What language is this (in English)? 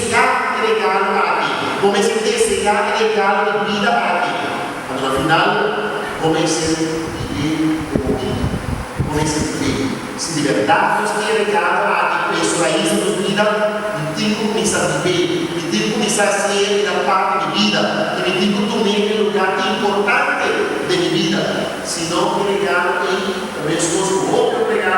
Papiamento